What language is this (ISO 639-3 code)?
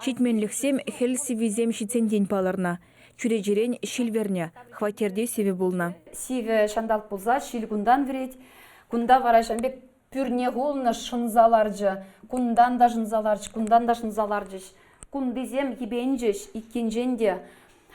chv